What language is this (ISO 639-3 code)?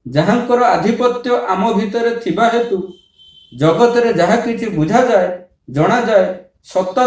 ori